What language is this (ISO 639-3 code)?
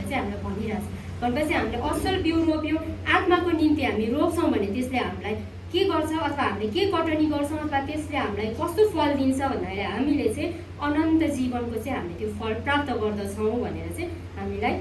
nep